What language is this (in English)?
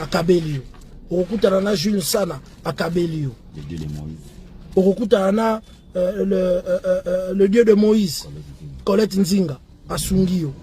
Lingala